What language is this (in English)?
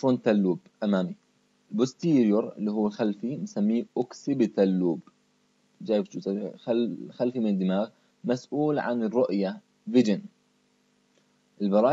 Arabic